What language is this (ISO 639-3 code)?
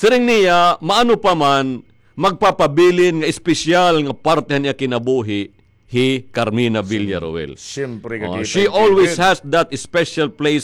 war